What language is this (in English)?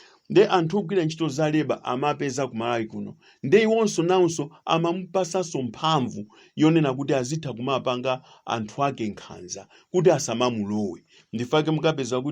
Nyanja